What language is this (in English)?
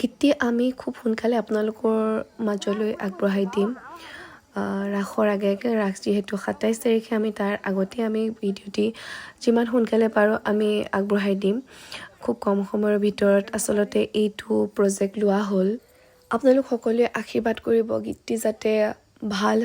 Assamese